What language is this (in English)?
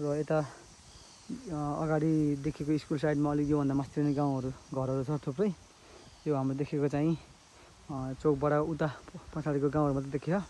Nepali